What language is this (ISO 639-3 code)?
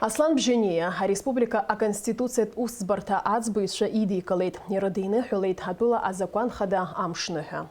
abk